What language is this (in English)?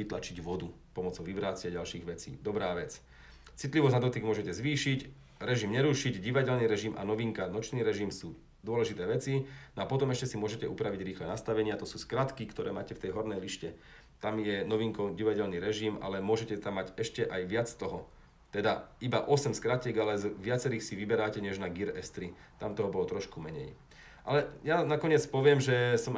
Slovak